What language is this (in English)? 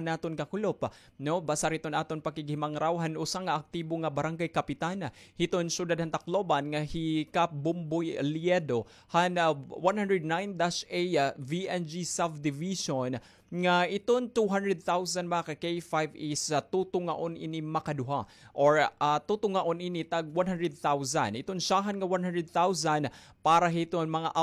Waray